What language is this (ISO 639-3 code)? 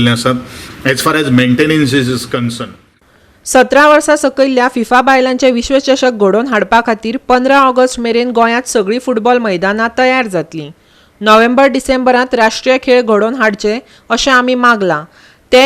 kok